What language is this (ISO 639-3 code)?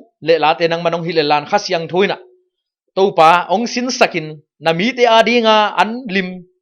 ctd